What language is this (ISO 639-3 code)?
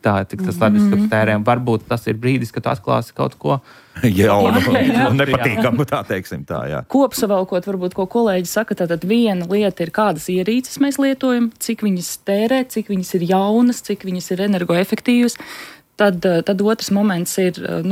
lav